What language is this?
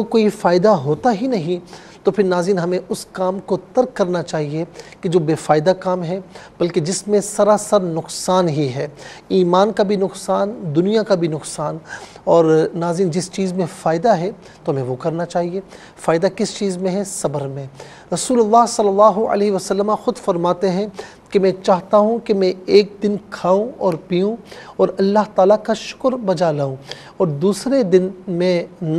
Urdu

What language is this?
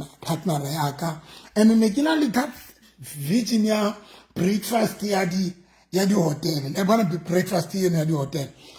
Southern Sotho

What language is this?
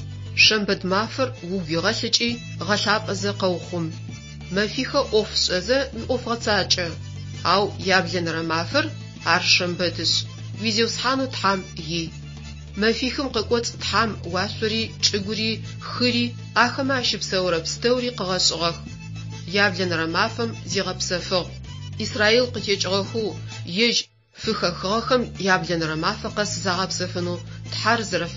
Adyghe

